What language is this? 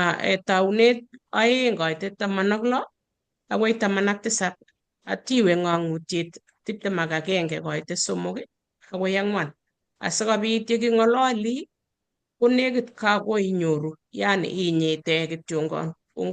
Kalenjin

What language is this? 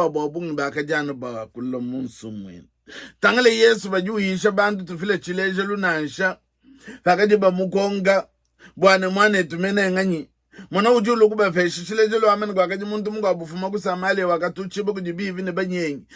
Luba-Lulua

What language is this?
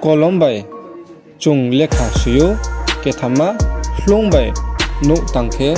Riang (India)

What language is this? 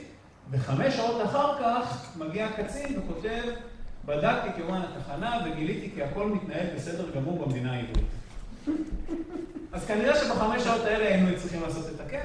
Hebrew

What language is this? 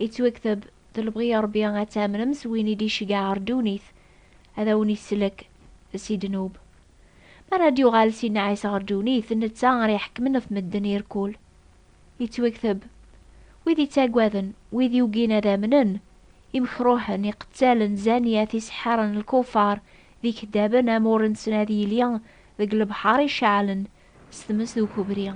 Kabyle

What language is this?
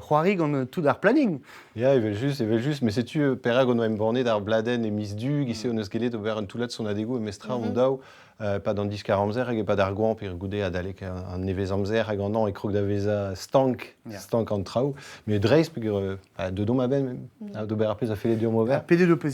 Breton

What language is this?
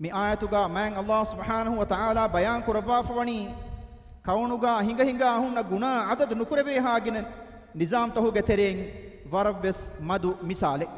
Divehi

